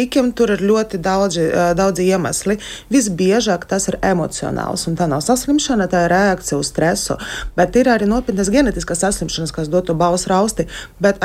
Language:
Latvian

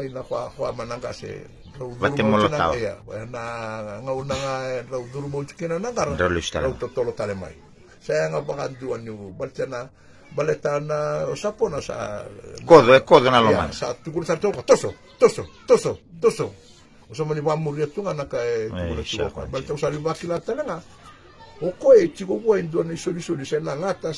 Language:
Fijian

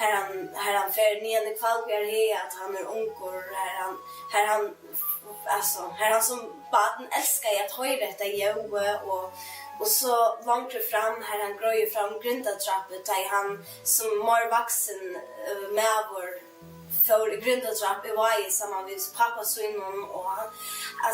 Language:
Faroese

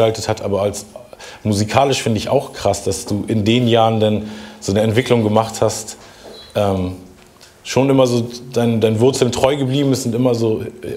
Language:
German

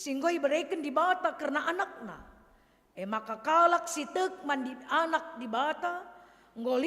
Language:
Batak Karo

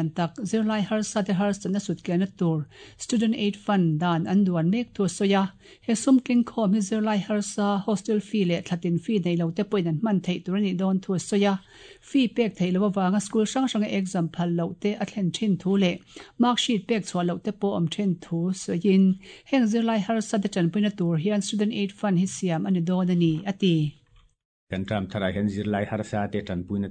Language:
Mizo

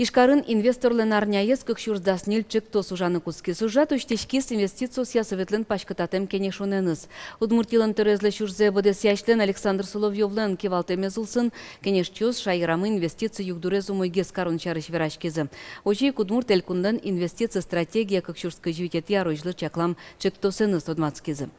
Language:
Udmurt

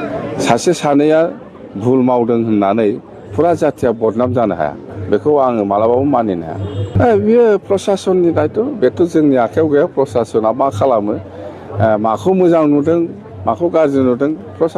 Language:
Bodo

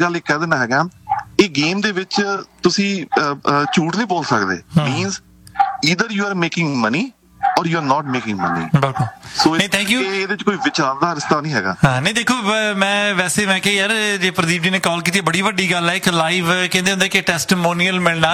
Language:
Punjabi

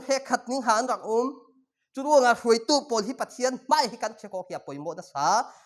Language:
Falam Chin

